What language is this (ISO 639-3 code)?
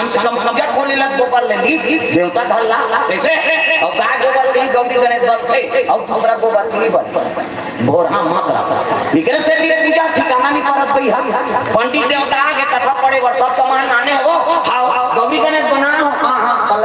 hne